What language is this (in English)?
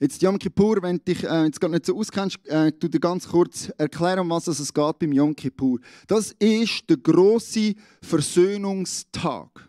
Swiss German